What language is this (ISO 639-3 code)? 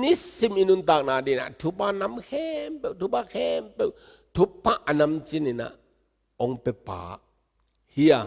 ctd